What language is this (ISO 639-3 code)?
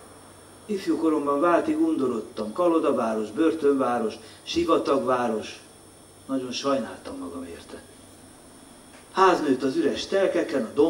hun